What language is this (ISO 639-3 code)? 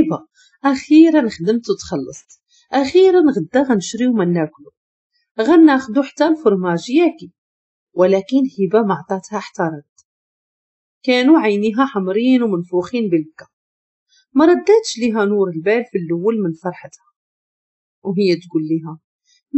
ary